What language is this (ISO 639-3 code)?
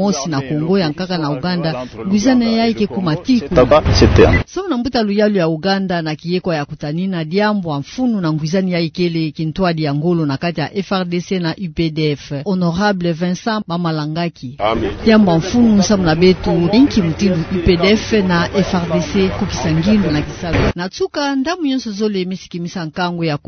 ktu